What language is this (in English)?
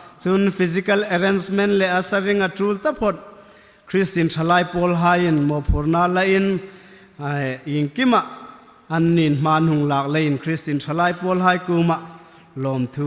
Hmar